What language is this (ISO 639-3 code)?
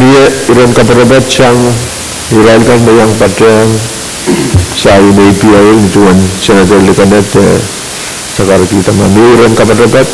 pon